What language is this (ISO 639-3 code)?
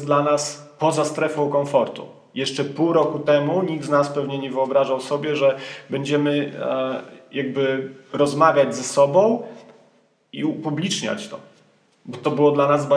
pol